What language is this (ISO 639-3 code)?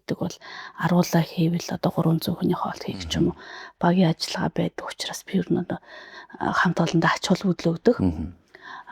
mon